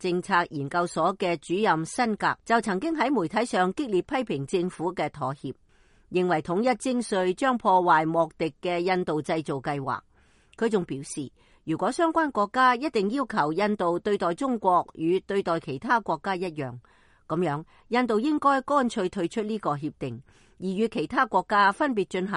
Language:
Cantonese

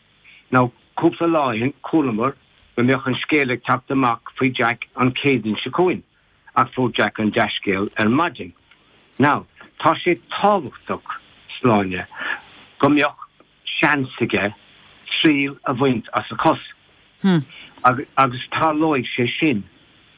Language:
Irish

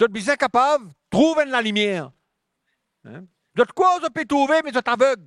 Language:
Morisyen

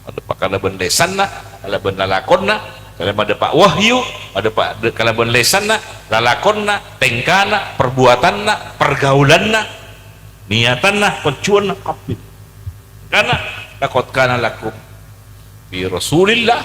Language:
Madurese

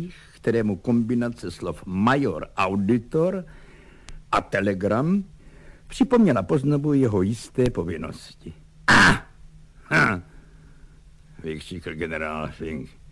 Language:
Czech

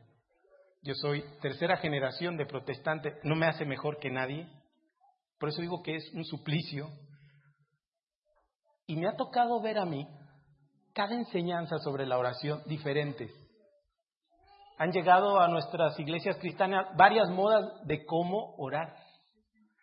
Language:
Spanish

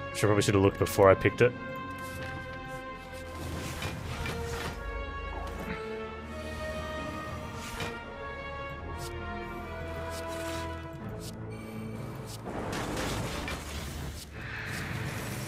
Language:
English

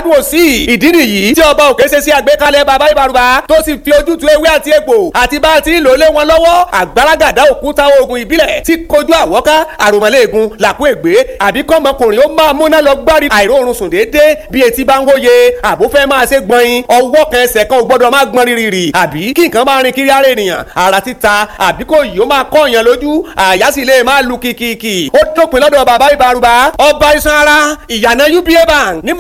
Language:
Yoruba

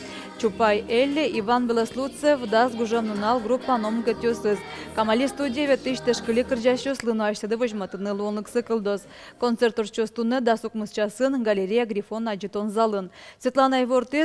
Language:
Udmurt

